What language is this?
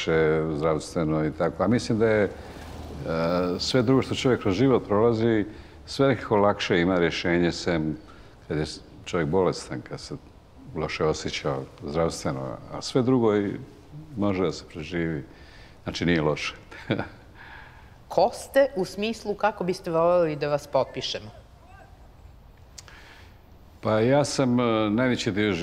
Serbian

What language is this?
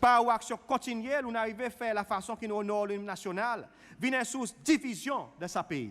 Seselwa Creole French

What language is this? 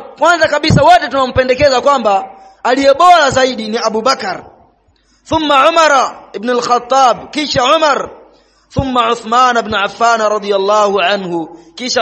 Swahili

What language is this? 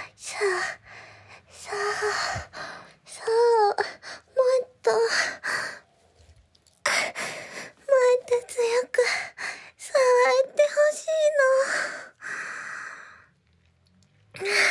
Japanese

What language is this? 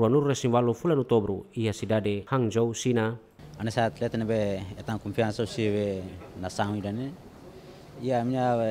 Tetum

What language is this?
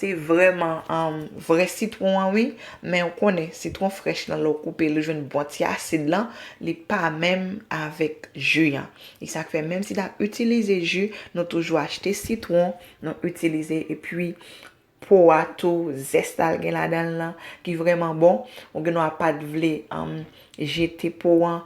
Haitian Creole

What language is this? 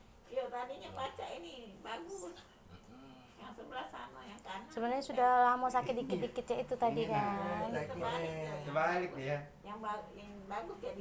Musi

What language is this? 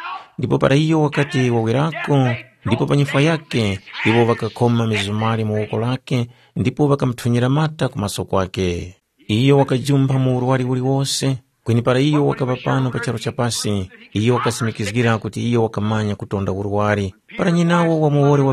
Tumbuka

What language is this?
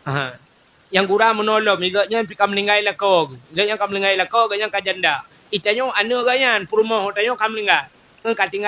Achinese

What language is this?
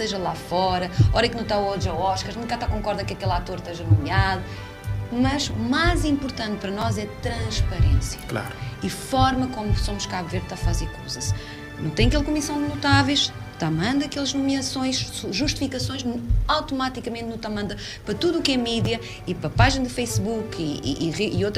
Kabuverdianu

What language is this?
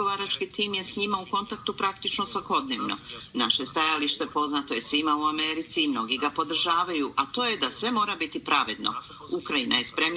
Bosnian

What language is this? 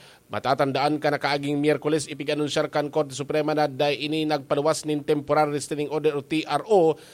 Bikol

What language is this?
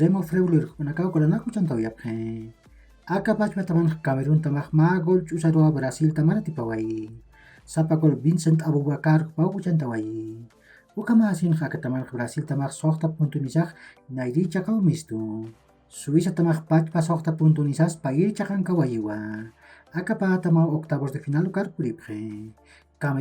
Aymara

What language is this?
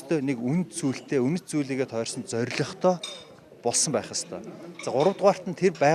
Mongolian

